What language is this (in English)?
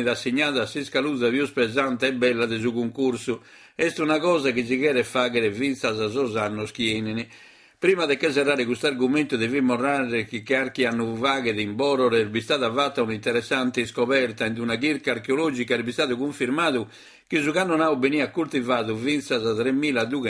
Sardinian